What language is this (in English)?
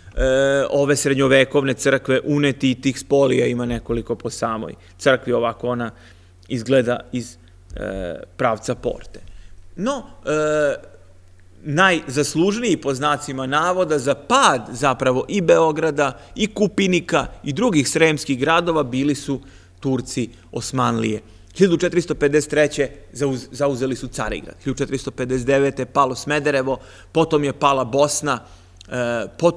Serbian